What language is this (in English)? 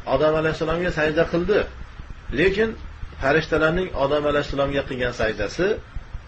Uzbek